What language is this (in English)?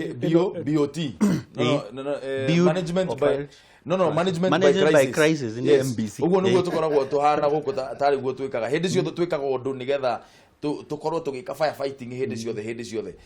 Kikuyu